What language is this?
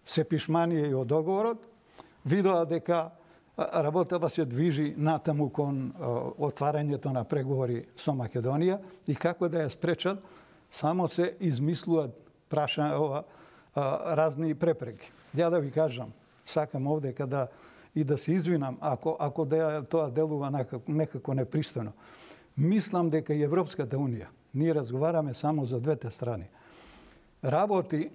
Macedonian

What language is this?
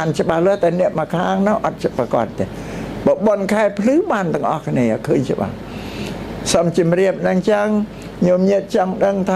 Khmer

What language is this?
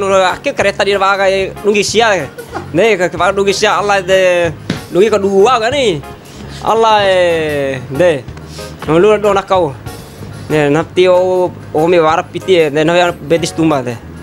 Bima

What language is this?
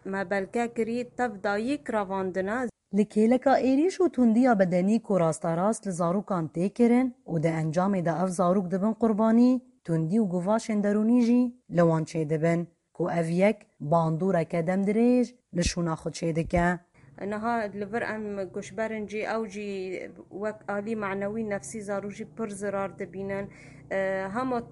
Kurdish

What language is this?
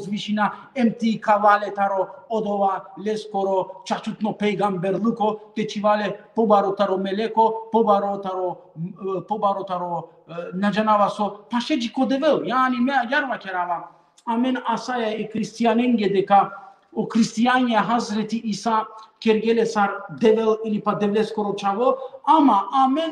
Balkan Romani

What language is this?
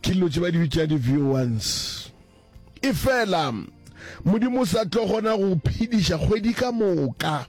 Northern Sotho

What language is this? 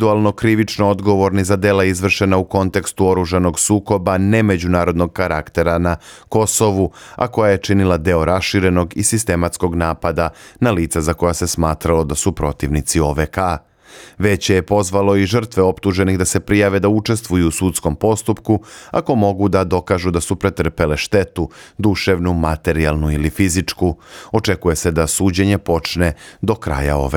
Bosnian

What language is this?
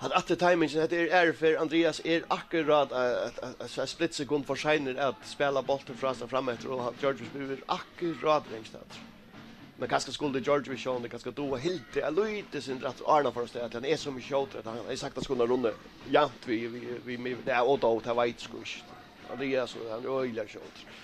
Faroese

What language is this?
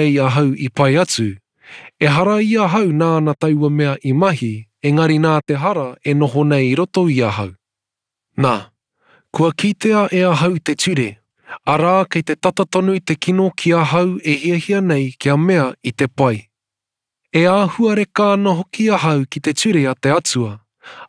Māori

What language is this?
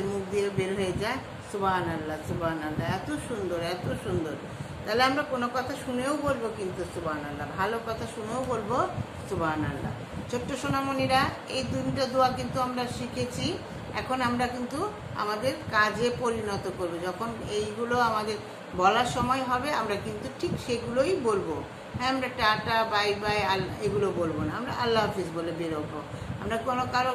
Bangla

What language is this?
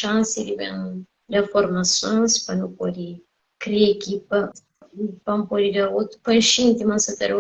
Kabuverdianu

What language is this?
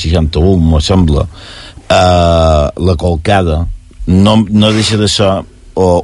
Catalan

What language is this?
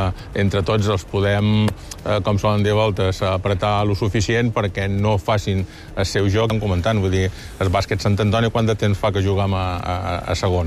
Catalan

